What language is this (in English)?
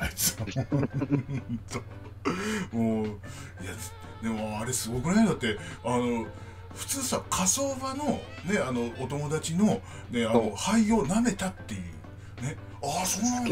Japanese